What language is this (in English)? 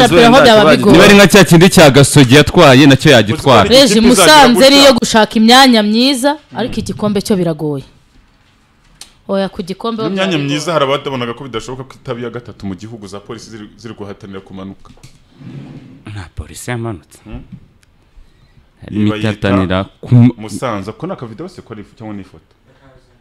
Kinyarwanda